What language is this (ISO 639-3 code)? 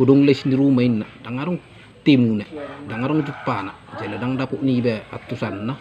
bbc